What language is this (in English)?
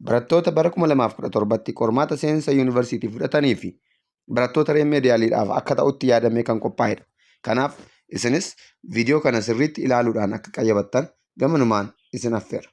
Oromo